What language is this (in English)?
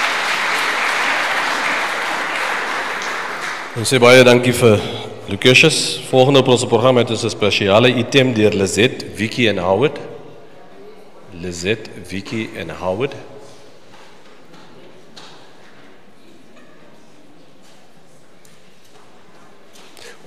Afrikaans